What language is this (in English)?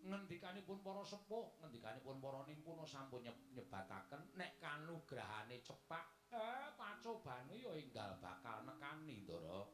Javanese